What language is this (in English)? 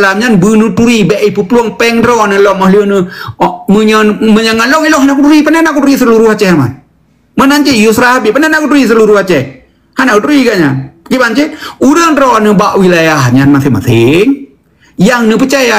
Achinese